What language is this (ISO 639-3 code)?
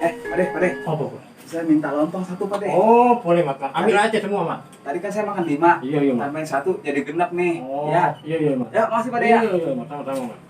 bew